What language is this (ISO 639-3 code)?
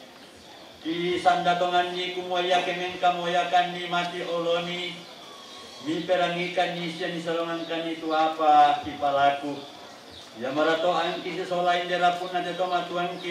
sda